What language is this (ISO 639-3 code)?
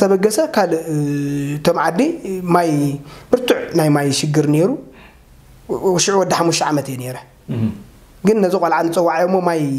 tir